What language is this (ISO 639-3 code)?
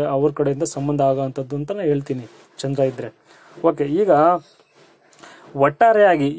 kan